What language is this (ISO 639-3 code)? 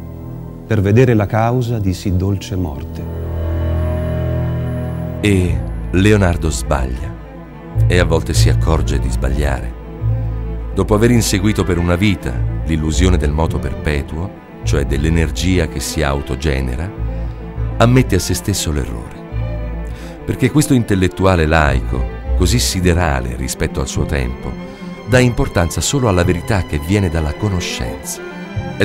ita